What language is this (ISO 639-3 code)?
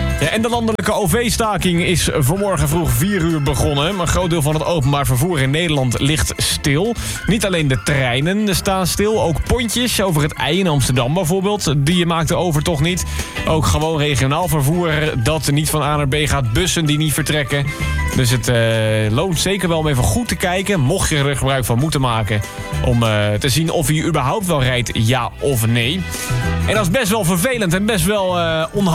nld